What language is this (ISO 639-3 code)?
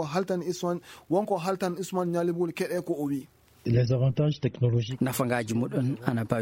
ful